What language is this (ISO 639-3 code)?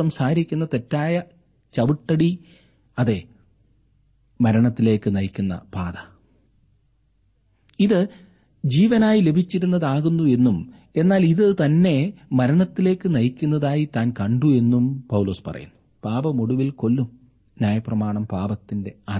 mal